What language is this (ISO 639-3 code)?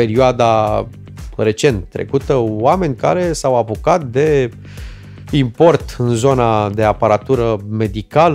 ron